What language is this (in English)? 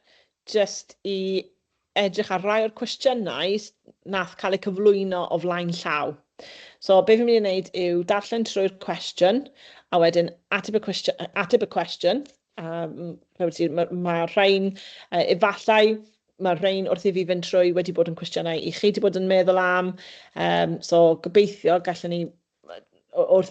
Welsh